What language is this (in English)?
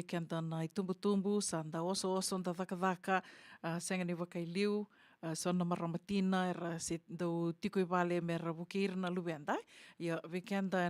Fijian